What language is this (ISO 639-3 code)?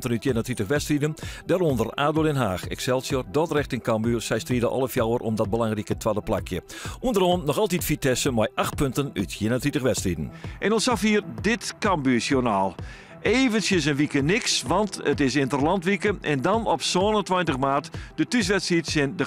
fry